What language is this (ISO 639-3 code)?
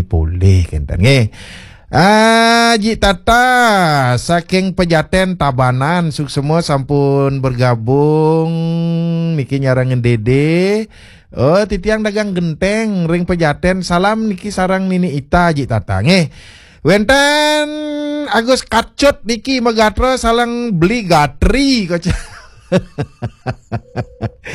ban